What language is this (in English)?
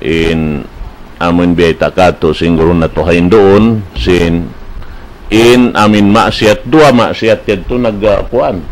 Tausug